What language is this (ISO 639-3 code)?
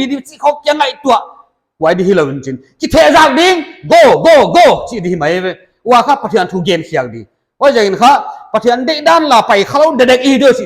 pck